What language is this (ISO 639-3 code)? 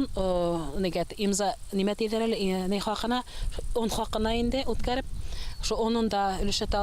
bak